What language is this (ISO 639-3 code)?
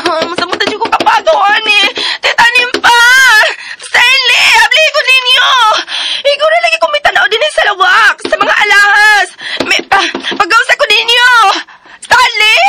ceb